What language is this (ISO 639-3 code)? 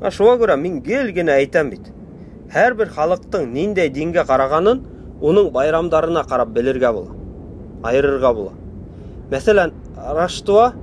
bak